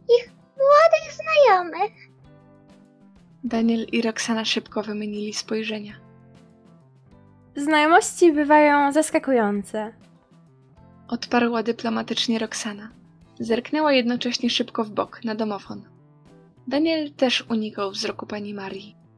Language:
Polish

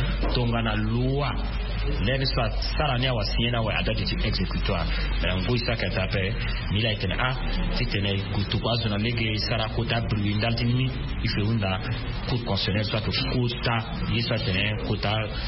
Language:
Sango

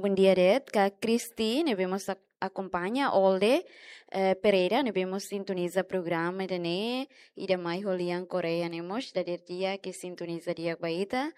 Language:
Tetum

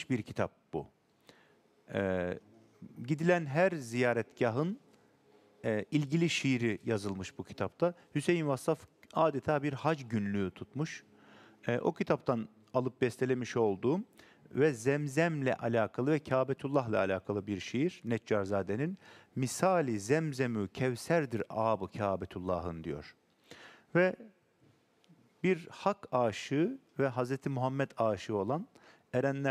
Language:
Turkish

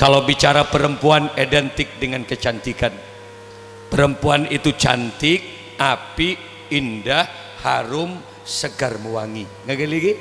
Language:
Madurese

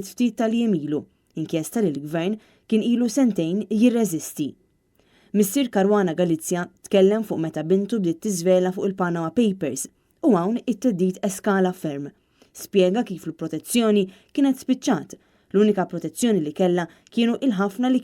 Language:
Maltese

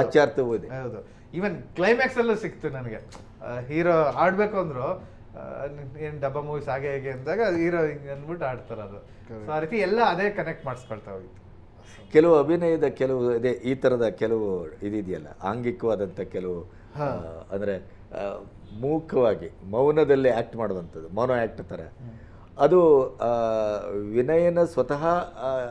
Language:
Kannada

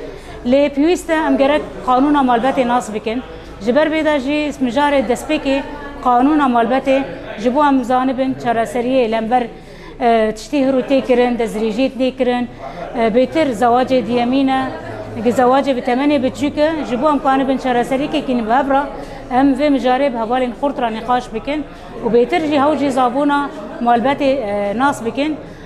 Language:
Kurdish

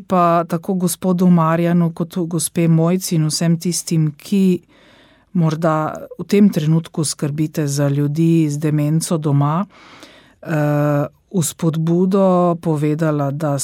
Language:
Slovenian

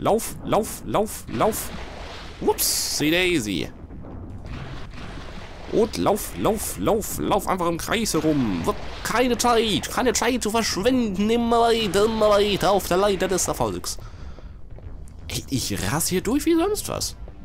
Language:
German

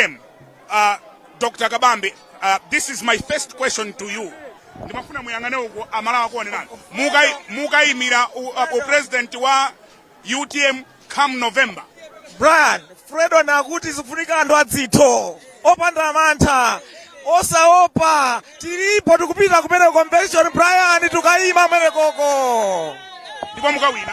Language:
Nyanja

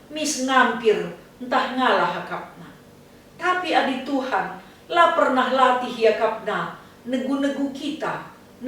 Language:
Batak Karo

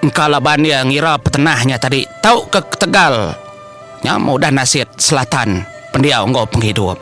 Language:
Iban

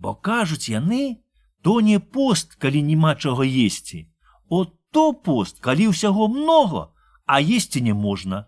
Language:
Belarusian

